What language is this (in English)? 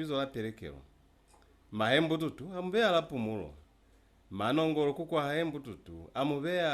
Lozi